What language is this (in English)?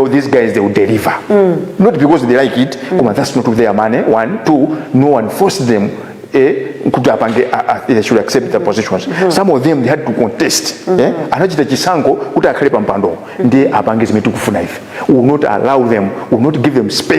Nyanja